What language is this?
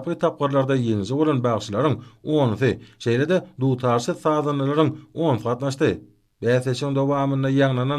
Turkmen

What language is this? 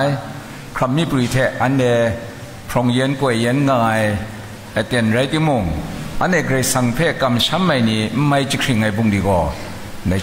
Kachin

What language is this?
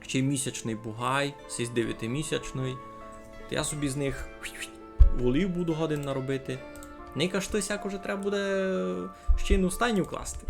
Rusyn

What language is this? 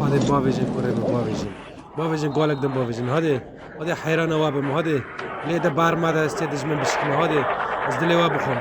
Kurdish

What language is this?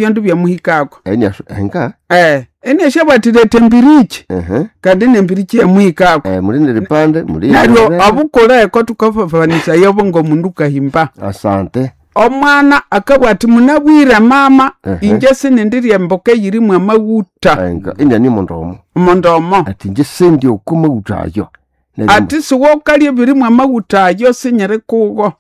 Nande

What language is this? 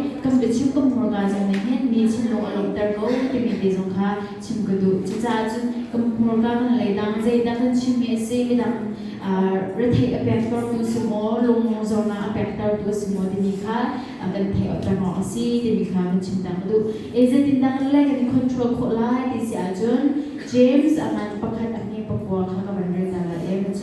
Hakha Chin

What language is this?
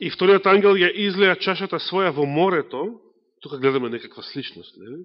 Macedonian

